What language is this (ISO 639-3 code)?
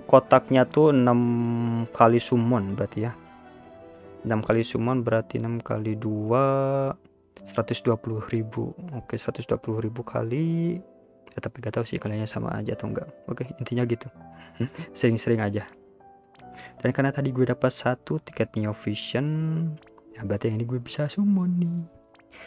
ind